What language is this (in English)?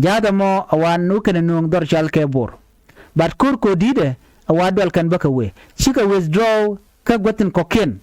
Nuer